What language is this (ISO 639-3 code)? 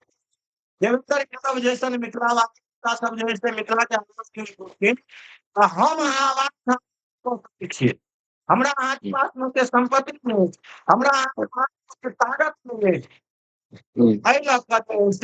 mai